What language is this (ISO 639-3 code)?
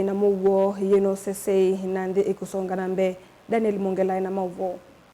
kam